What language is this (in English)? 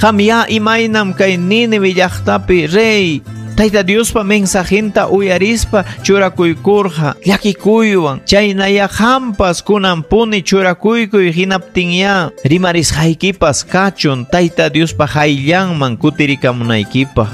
Ayacucho Quechua